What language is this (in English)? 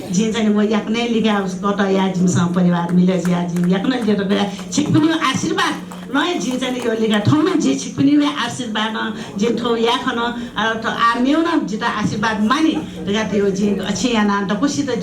Newari